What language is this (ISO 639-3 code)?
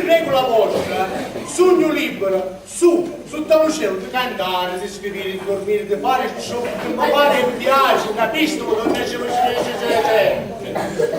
scn